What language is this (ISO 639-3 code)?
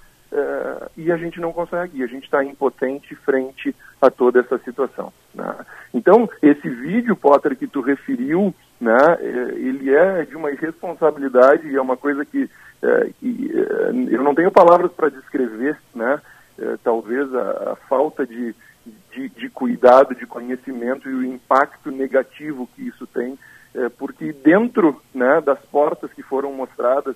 por